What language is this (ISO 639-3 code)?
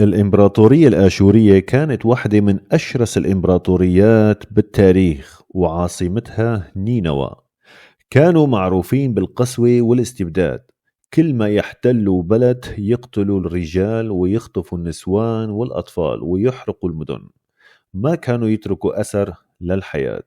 apc